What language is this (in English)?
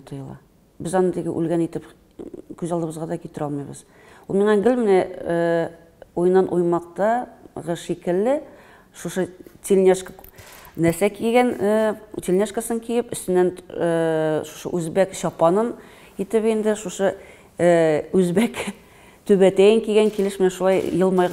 Tatar